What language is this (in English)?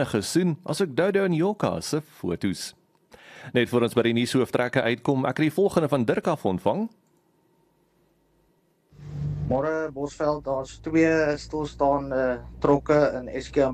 Afrikaans